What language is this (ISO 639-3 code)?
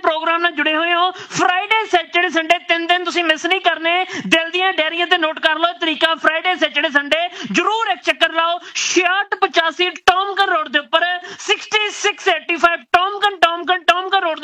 pan